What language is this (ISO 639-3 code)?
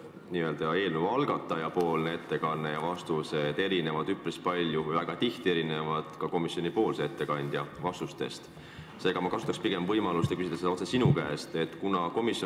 est